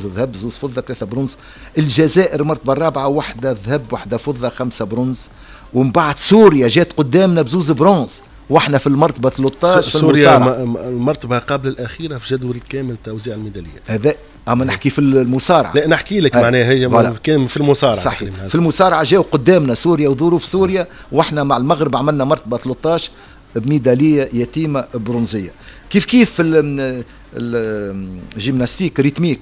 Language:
Tunisian Arabic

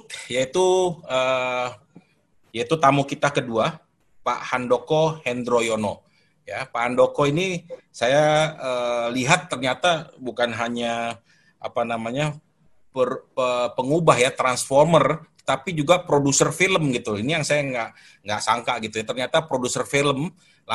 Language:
Indonesian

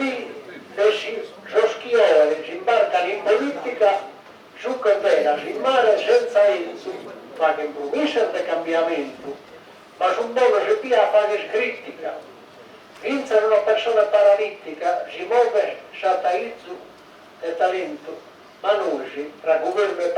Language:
Sardinian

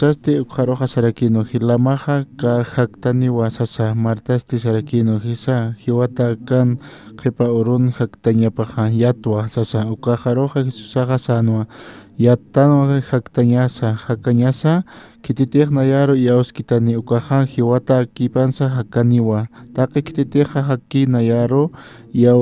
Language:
Aymara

